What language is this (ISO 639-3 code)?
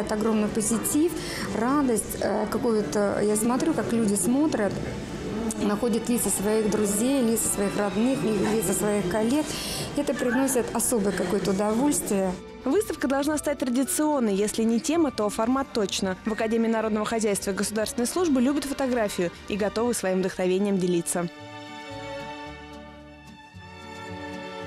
rus